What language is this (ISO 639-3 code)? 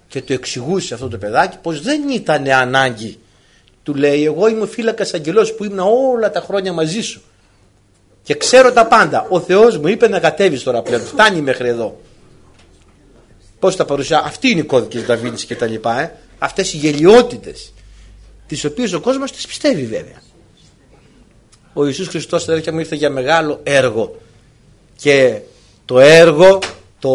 ell